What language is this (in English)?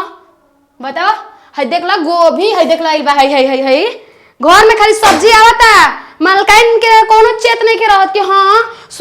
Bhojpuri